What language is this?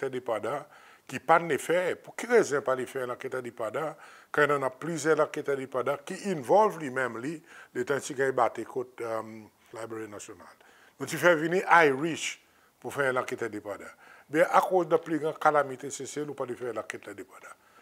Seselwa Creole French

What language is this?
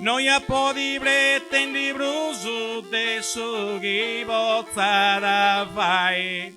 Sardinian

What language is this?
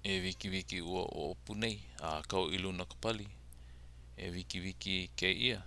Hawaiian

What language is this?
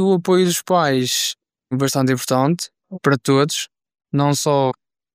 Portuguese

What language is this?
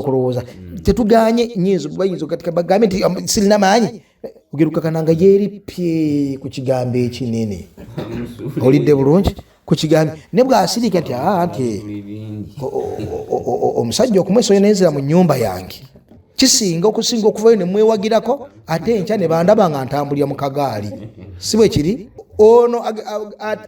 Ganda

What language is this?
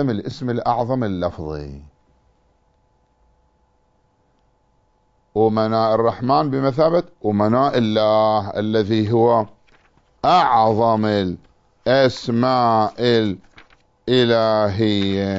Arabic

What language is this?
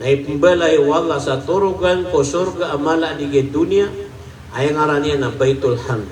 Maranao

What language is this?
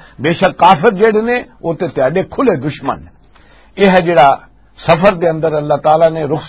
Western Panjabi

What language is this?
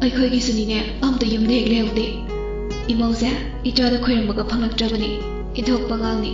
Manipuri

